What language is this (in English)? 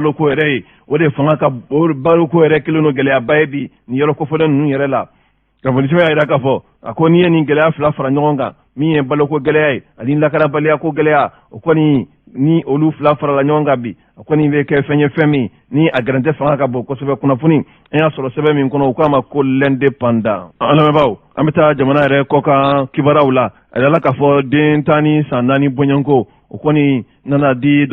Bambara